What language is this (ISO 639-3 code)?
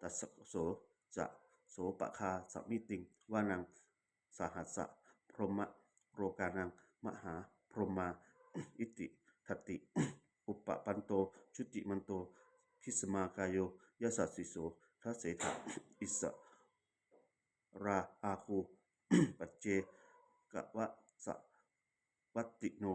pli